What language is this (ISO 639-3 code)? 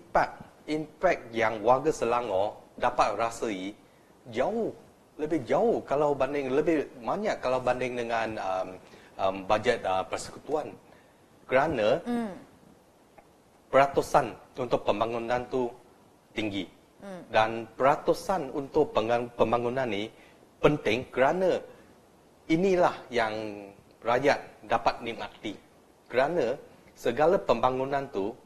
msa